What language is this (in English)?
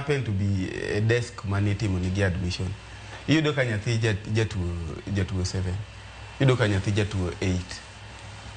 Luo (Kenya and Tanzania)